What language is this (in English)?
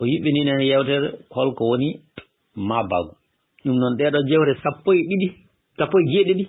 Fula